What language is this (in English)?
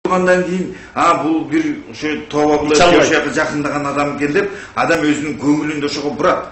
Kyrgyz